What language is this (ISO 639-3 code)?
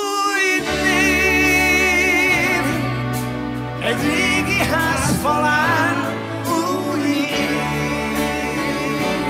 hun